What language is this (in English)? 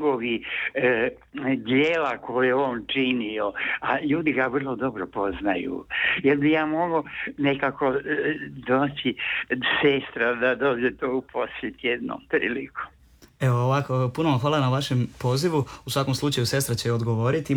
Croatian